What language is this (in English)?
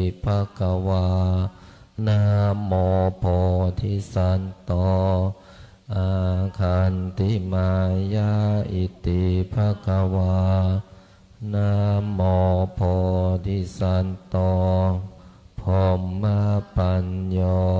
Pali